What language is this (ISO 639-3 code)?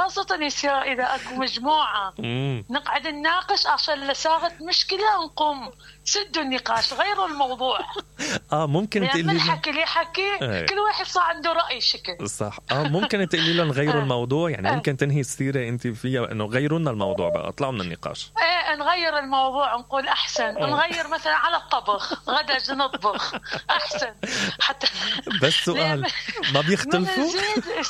acm